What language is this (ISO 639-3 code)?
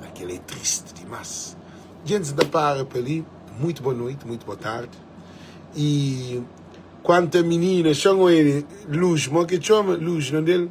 kea